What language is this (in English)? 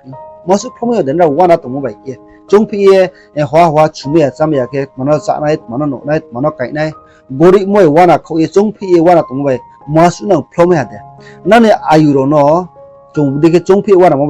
Riang (India)